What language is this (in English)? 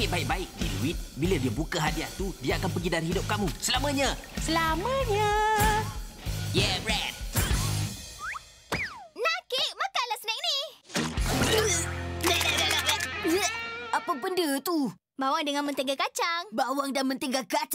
Malay